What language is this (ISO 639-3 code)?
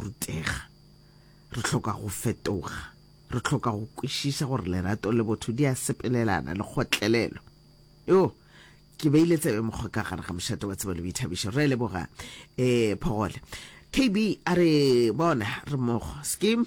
nso